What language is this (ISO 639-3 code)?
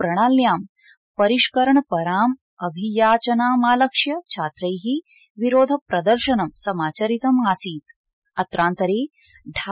san